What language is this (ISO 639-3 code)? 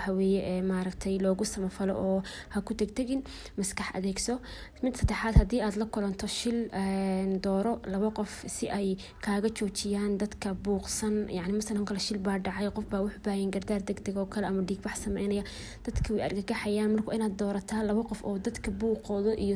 som